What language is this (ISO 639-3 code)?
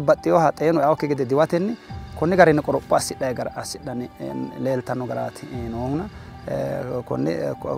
sid